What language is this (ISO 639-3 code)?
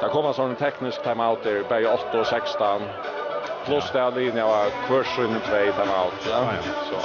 fao